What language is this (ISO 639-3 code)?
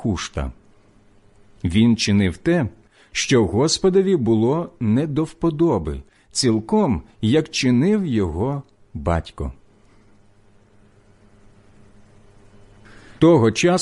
ukr